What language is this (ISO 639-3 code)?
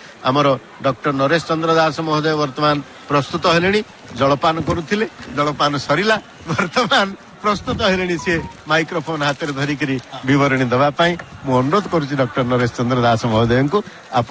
ori